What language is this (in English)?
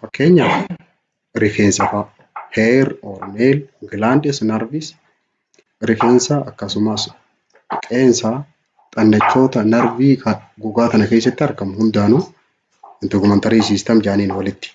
Oromo